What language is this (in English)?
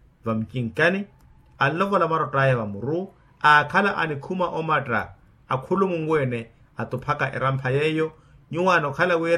Makhuwa